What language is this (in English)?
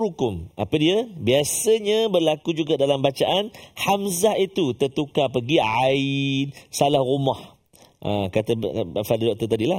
Malay